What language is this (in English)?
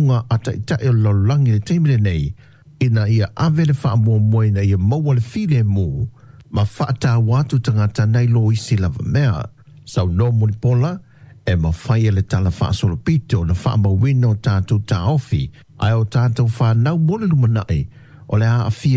Samoan